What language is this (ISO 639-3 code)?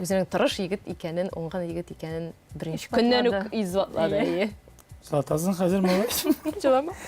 tat